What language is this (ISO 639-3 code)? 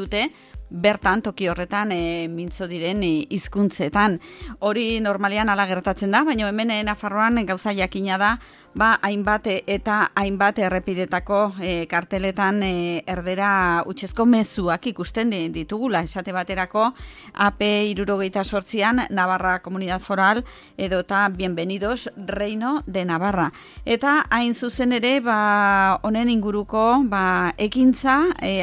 eus